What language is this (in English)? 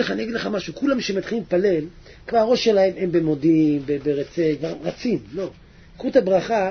Hebrew